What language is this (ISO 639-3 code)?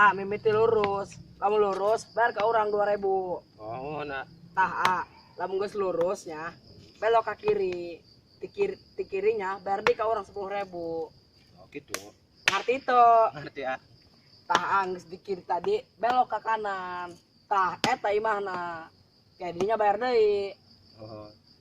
sun